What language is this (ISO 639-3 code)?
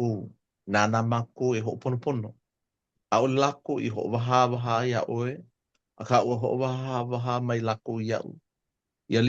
haw